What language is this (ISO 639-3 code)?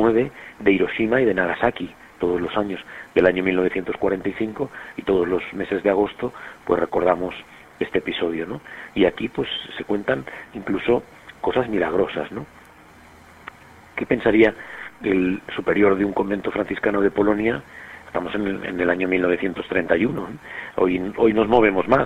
spa